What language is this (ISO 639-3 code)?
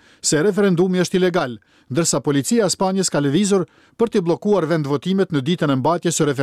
sqi